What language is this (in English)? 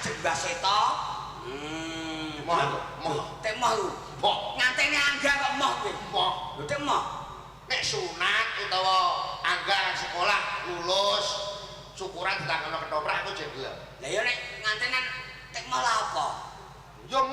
Javanese